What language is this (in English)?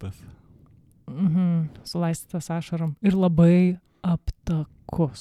Lithuanian